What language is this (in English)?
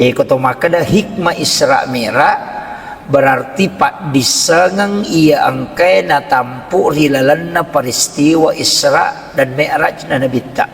Buginese